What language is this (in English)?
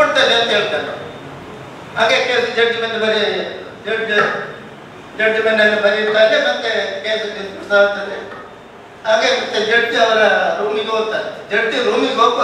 Kannada